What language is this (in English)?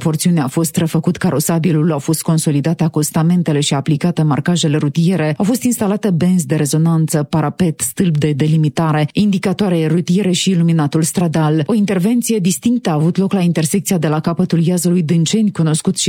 Romanian